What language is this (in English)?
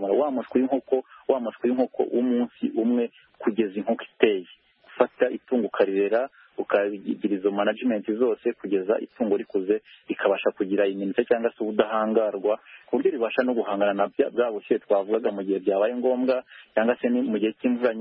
Kinyarwanda